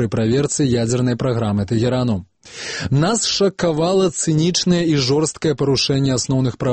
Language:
Belarusian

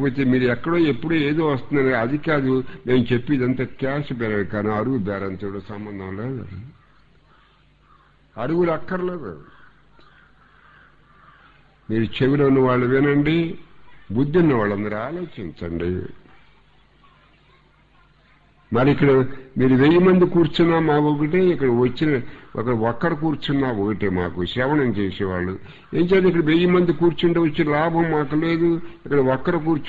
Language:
Telugu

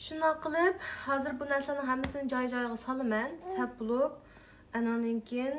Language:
Uyghur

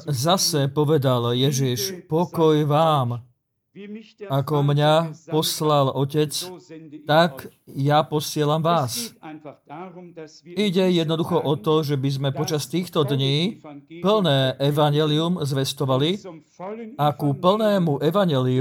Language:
Slovak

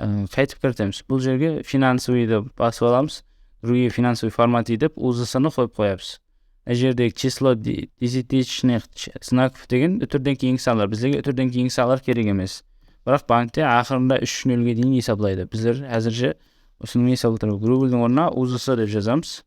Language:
Kara-Kalpak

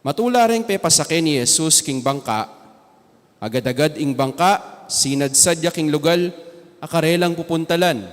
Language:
Pampanga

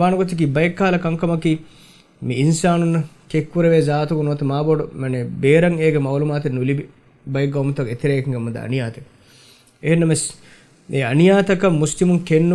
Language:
Divehi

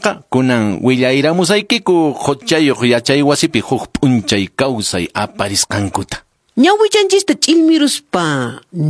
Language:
Quechua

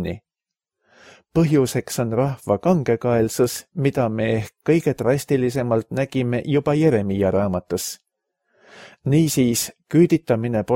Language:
Estonian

